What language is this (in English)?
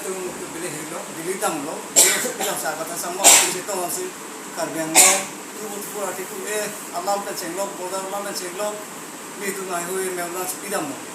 Karbi